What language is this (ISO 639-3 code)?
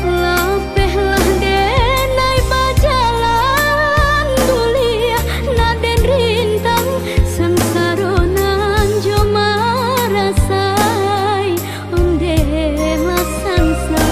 min